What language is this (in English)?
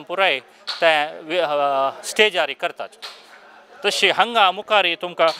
Konkani